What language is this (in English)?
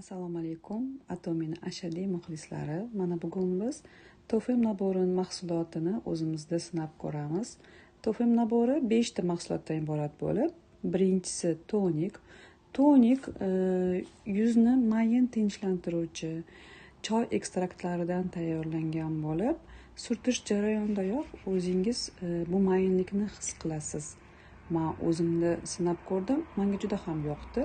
Uzbek